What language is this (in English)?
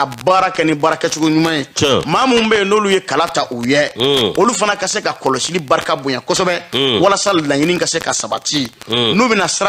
Bambara